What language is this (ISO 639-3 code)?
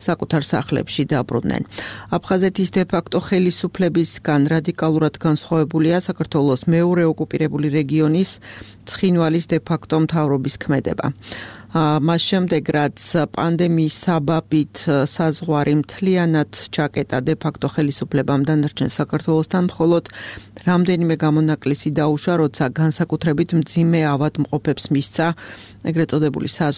kat